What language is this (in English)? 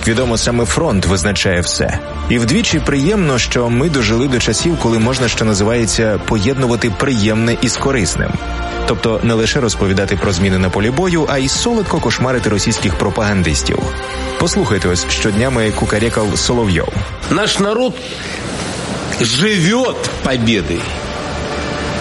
Ukrainian